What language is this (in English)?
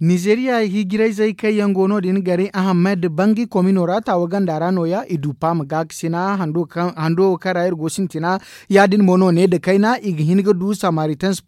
Zarma